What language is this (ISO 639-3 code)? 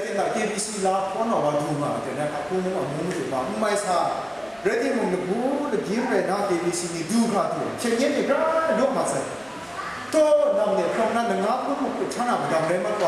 kac